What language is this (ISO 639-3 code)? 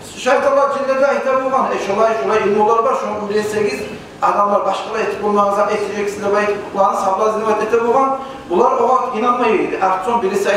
kum